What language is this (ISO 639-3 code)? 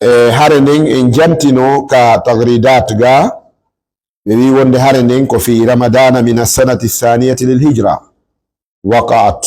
ful